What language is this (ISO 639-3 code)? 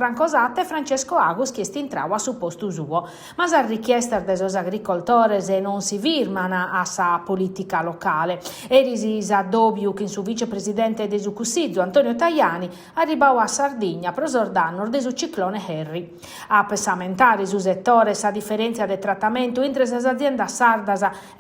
srd